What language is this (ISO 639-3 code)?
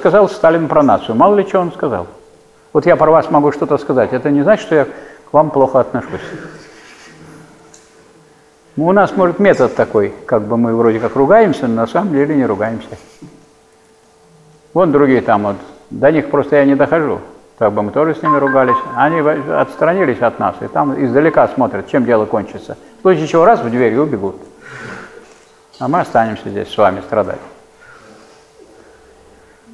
rus